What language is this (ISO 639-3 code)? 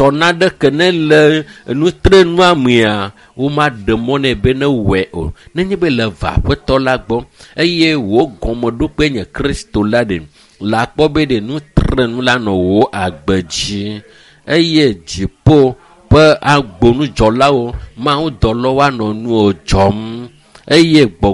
ewe